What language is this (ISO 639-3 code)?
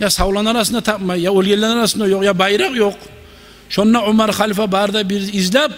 kum